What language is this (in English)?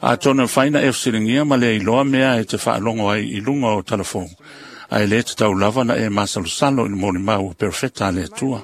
Samoan